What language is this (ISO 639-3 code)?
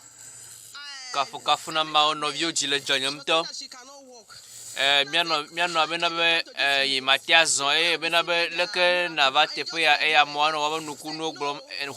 ewe